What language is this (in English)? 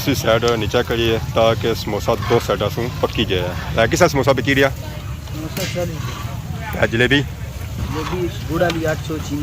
Pahari-Potwari